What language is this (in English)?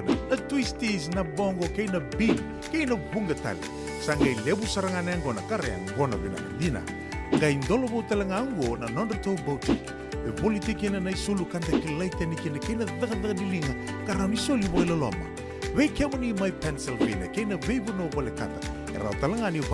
Fijian